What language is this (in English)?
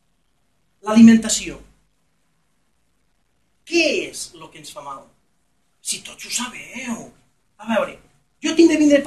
Catalan